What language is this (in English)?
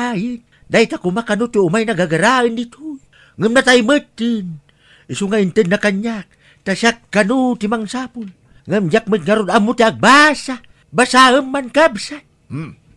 Iloko